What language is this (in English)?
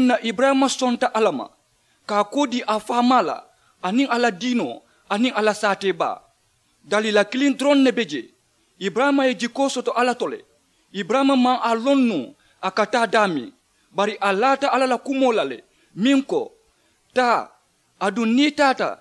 Mandingo